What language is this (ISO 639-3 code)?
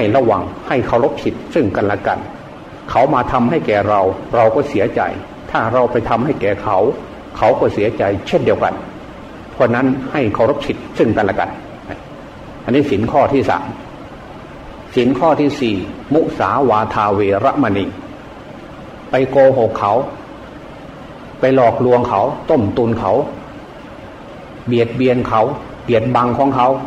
tha